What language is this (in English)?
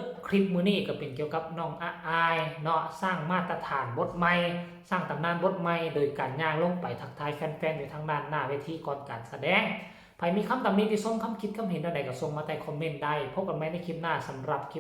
Northeastern Thai